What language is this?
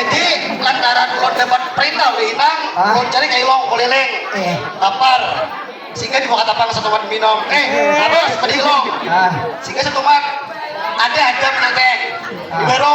Banjar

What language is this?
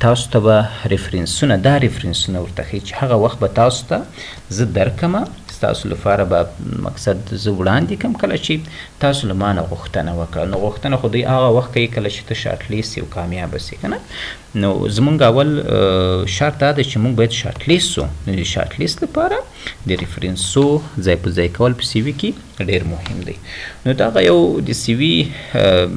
Pashto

